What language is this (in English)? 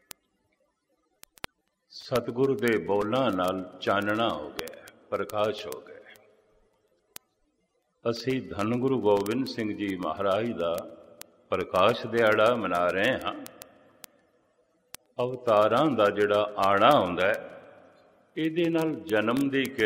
Punjabi